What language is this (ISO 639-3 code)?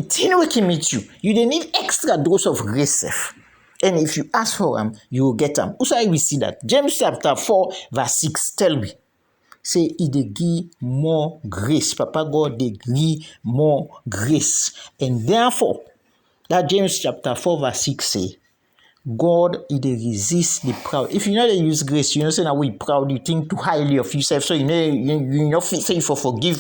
kri